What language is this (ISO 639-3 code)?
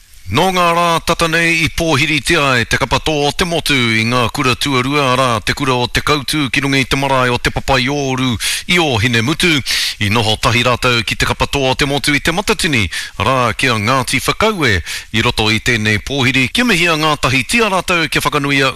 mri